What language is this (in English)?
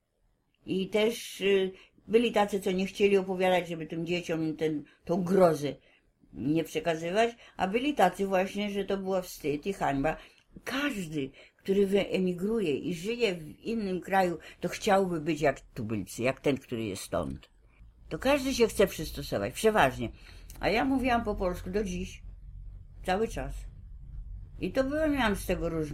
Polish